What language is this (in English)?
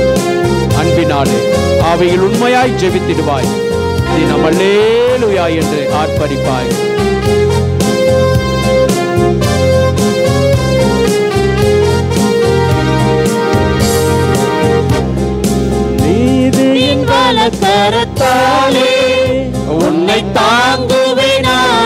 Tamil